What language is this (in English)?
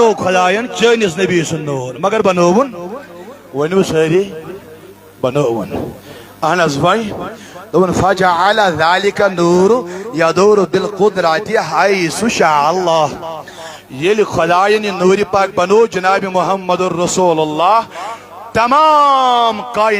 Kashmiri